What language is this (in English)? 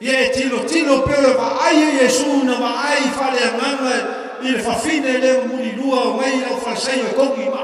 Samoan